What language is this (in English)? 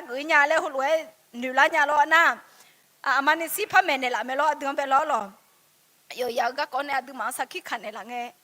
Akha